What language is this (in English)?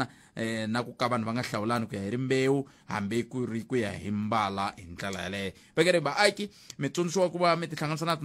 Tsonga